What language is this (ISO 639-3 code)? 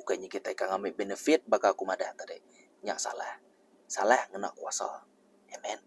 iba